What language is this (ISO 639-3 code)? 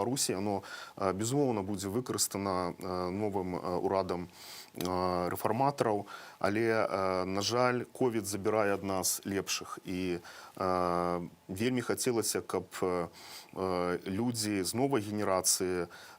bel